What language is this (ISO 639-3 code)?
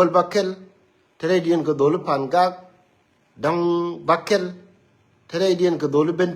nus